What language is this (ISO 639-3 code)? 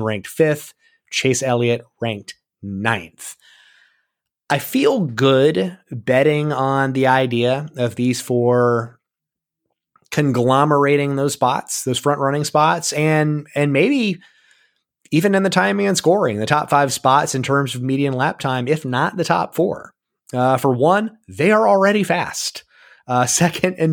eng